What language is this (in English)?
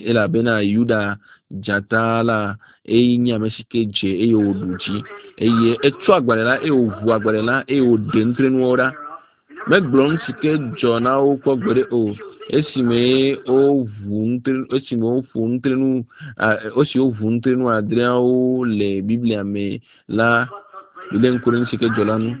Ewe